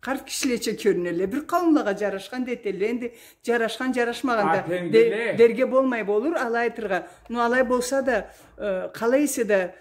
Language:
Karachay-Balkar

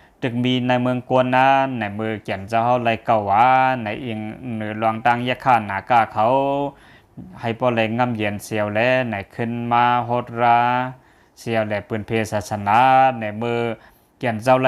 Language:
Shan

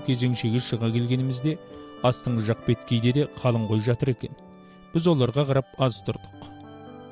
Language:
Kazakh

